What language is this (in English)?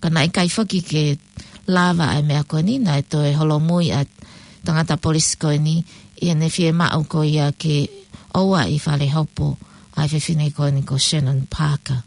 Tongan